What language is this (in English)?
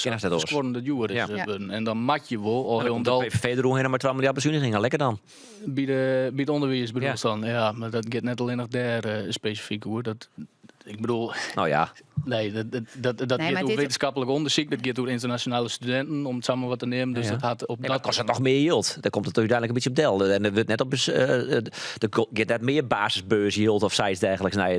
Western Frisian